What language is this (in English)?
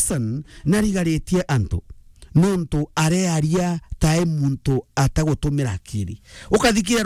Meru